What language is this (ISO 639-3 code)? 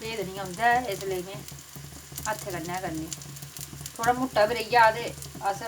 doi